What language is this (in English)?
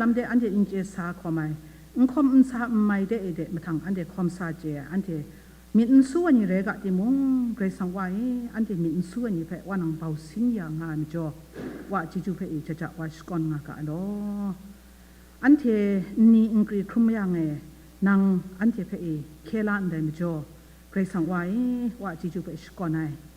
Kachin